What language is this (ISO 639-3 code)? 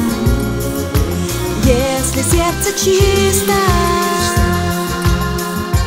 rus